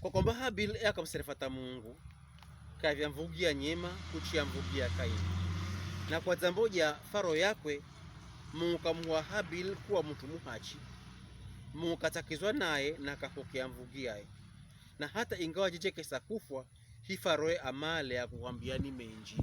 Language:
Pokomo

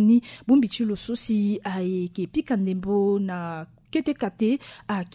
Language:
Sango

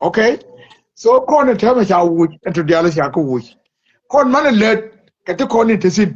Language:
Nuer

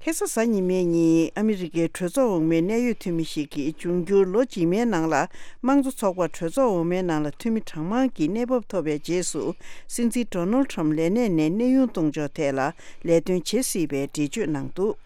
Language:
Tibetan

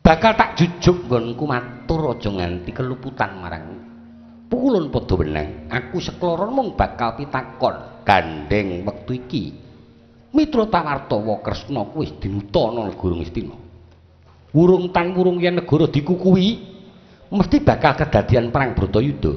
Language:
Javanese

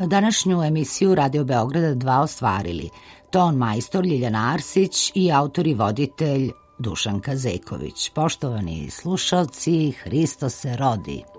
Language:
Serbian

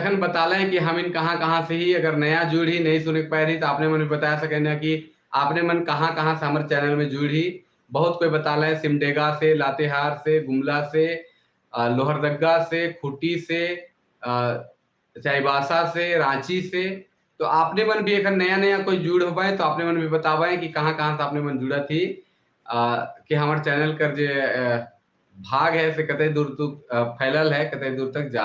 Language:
Sadri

